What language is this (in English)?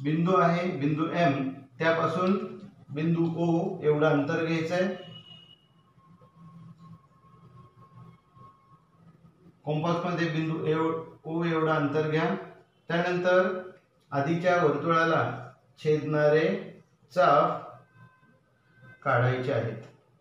Marathi